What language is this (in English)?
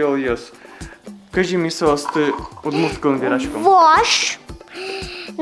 Udmurt